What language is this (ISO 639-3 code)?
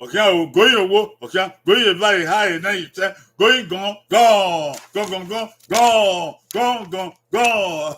bin